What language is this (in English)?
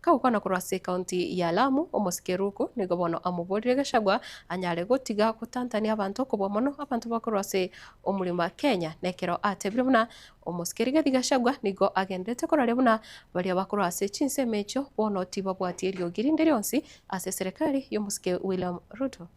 Gusii